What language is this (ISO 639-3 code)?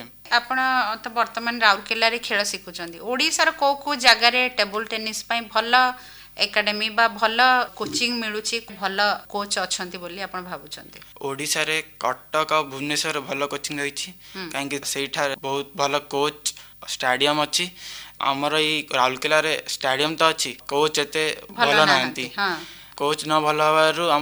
ori